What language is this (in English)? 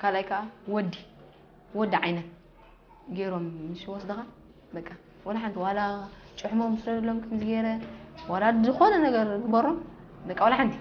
Tigrinya